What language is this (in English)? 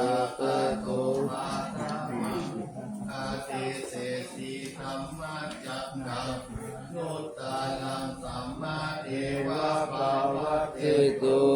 Pali